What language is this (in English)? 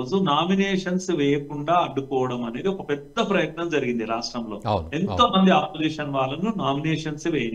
Telugu